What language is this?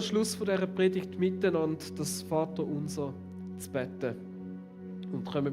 Swiss German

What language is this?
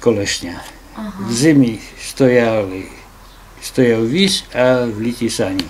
Rusyn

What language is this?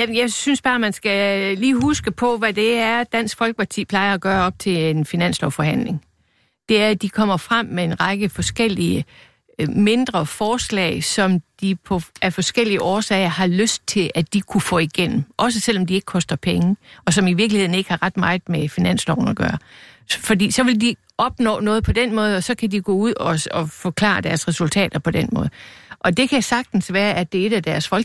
Danish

